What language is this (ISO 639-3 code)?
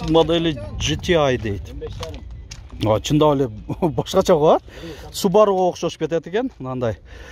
kir